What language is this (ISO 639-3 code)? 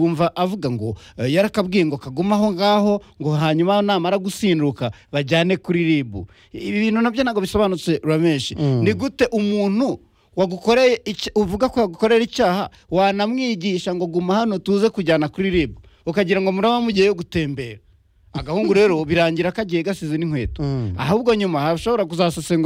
kin